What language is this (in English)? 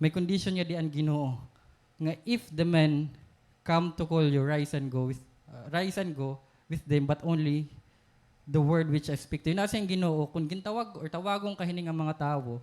Waray